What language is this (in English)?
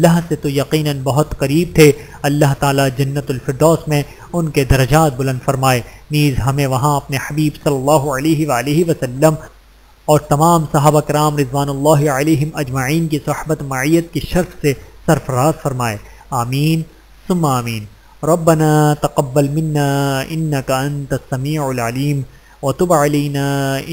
Urdu